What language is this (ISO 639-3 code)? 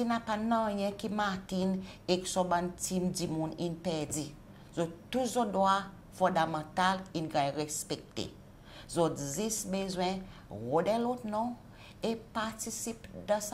crs